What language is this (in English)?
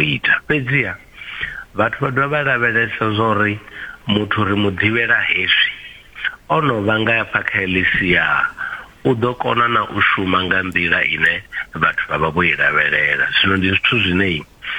Venda